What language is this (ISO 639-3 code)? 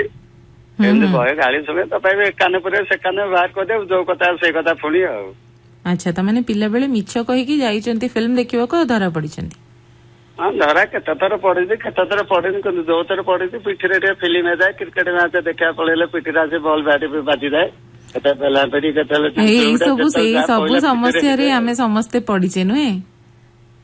ori